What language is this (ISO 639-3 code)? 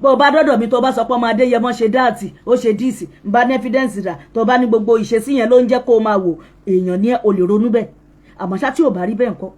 yor